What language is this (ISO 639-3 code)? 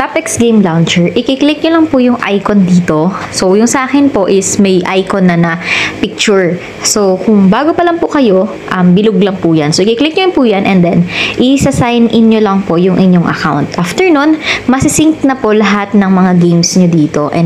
fil